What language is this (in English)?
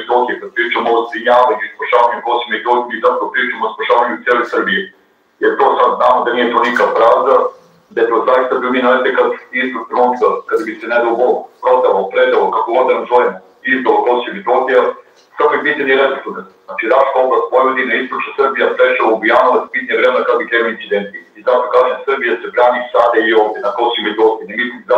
Serbian